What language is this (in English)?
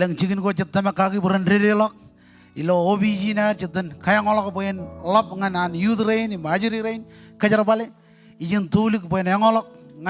Marshallese